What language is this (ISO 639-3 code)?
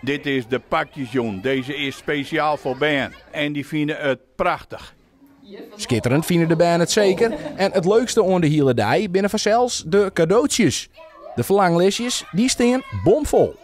fry